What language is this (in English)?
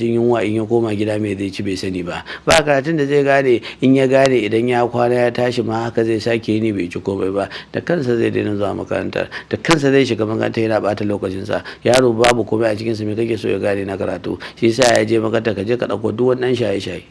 Hausa